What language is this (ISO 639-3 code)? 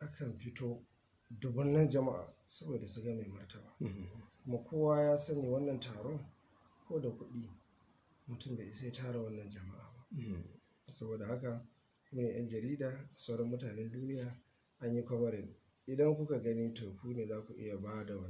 hau